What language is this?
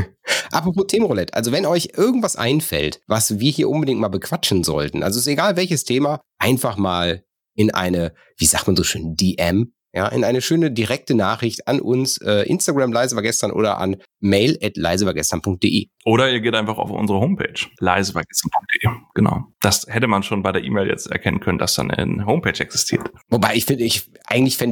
German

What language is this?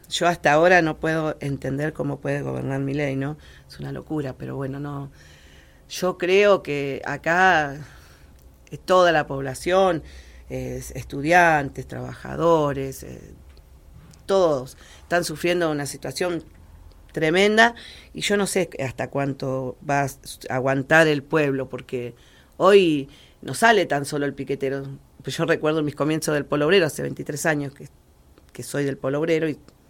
Spanish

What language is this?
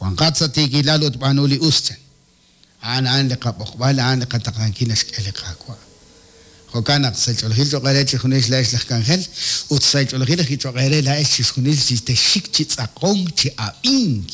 Kekchí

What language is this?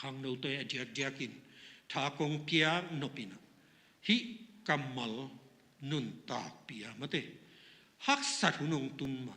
Tedim Chin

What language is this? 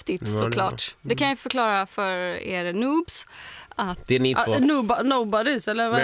Swedish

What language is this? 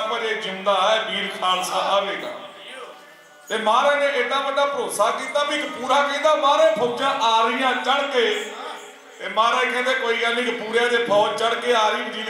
Punjabi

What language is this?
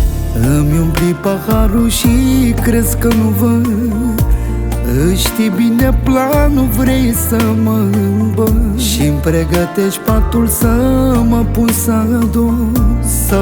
Romanian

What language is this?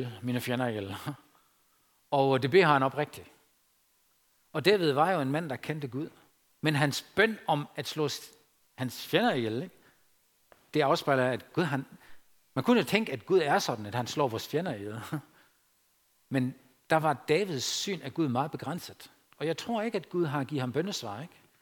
Danish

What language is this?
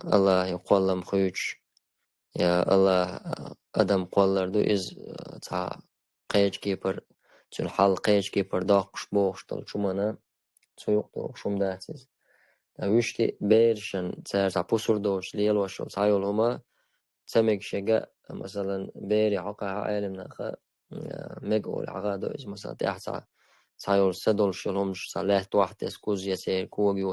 Chechen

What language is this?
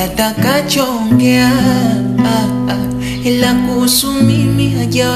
Swahili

